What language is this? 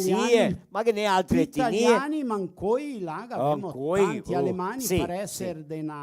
Venetian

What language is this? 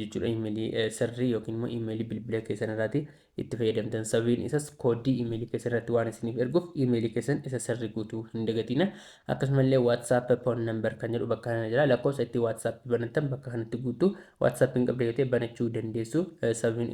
Oromo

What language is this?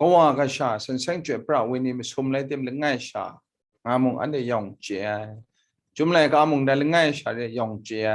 Kachin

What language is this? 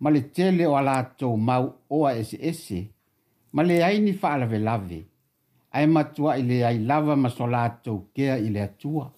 Samoan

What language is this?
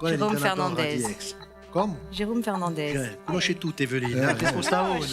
Corsican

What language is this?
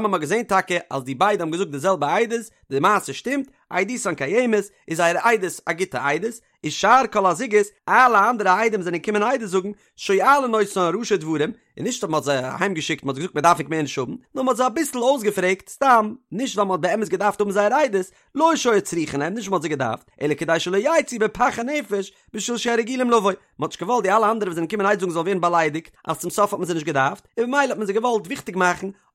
Yiddish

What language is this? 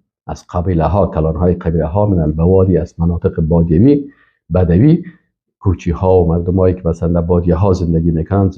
Persian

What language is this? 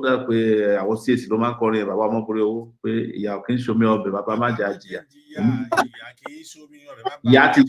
Yoruba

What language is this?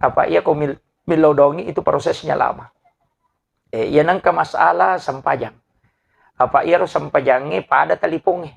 Buginese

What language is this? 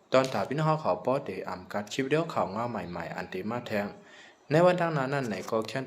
Shan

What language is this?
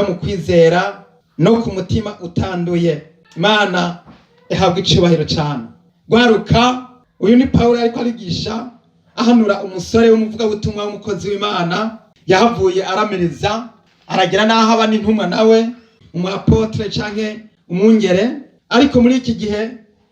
Rundi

